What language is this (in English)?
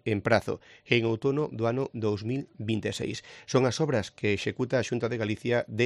Galician